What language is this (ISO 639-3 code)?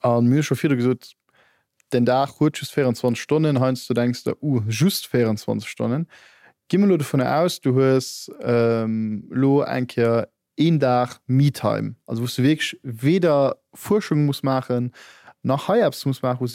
ltz